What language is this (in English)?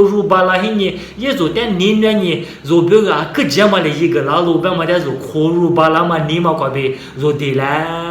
Lisu